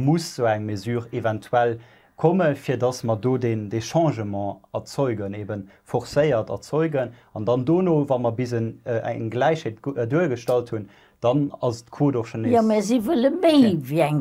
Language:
Luxembourgish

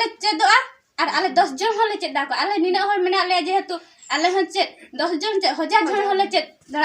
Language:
Santali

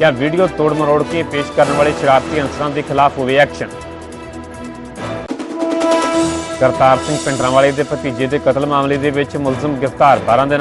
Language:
Punjabi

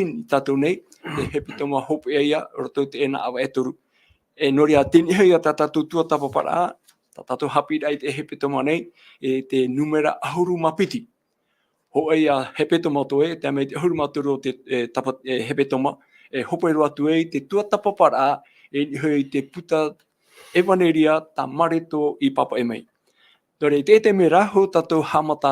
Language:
Tahitian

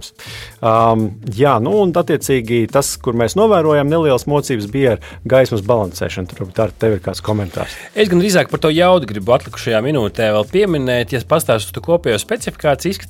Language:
Latvian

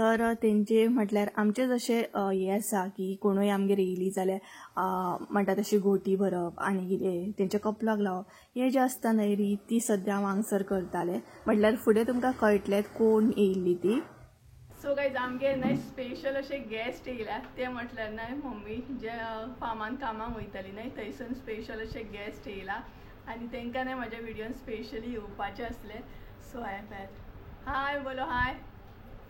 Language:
Konkani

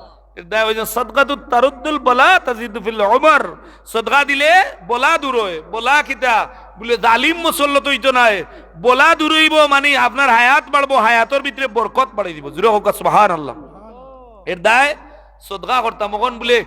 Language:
Sylheti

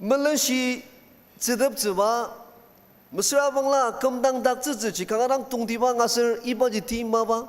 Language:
Ao Naga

